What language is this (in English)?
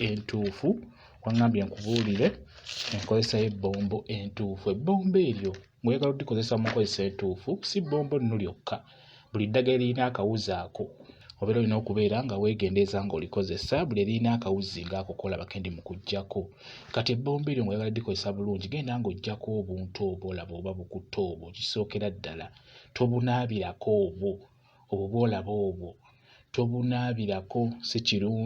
Ganda